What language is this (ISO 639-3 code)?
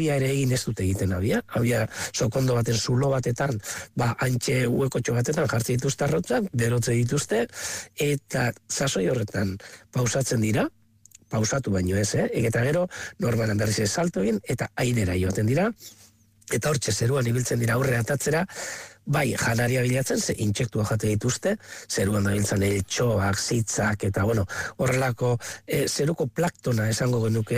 eus